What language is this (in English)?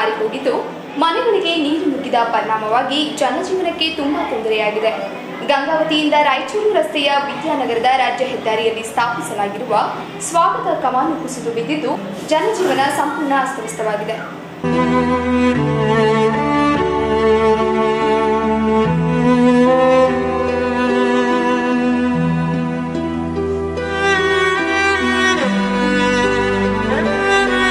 Kannada